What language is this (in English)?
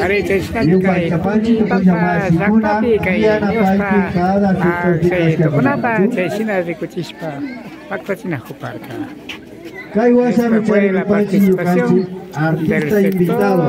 Imbabura Highland Quichua